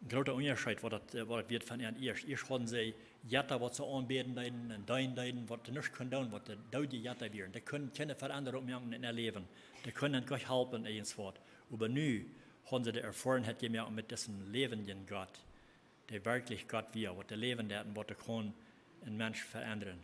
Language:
Plautdietsch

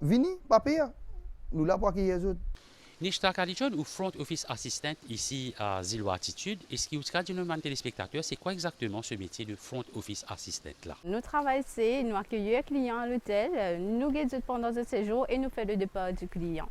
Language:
Morisyen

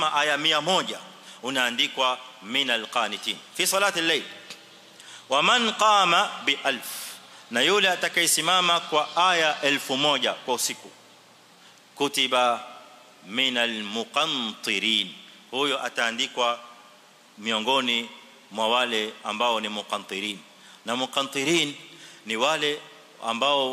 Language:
Swahili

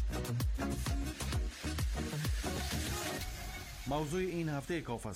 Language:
Persian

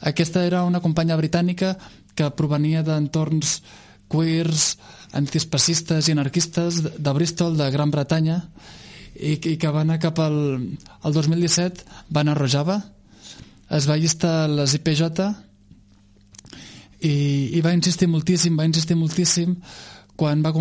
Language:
Catalan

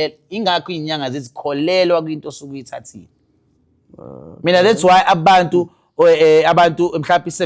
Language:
Zulu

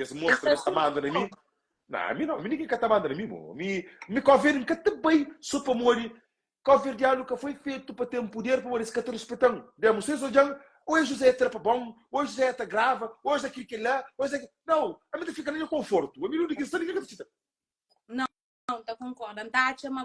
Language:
Kabuverdianu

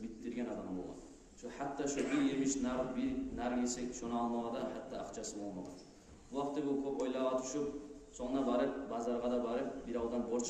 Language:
Kumyk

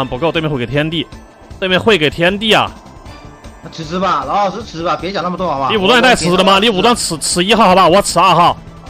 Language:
Chinese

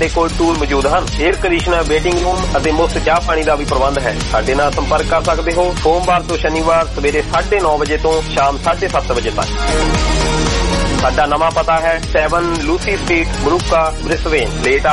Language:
Punjabi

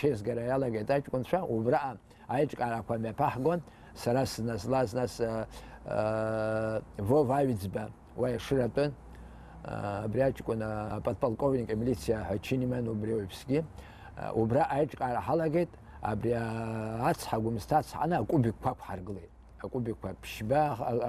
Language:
Abkhazian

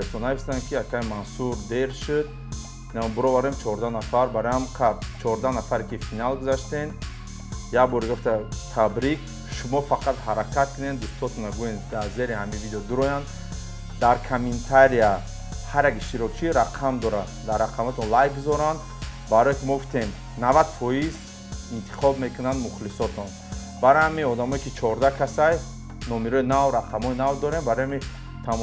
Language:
Tajik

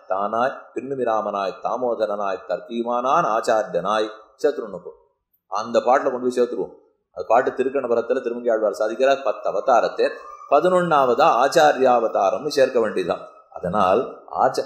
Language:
Tamil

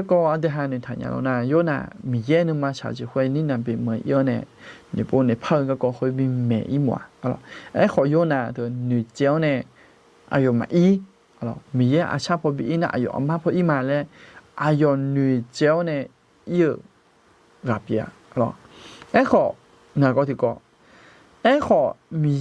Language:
Akha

